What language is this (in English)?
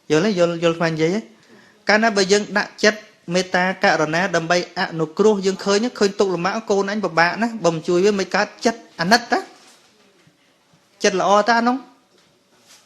Khmer